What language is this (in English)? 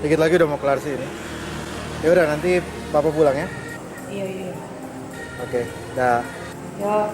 Manado Malay